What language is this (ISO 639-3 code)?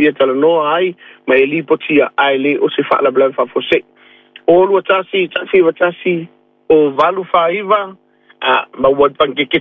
smo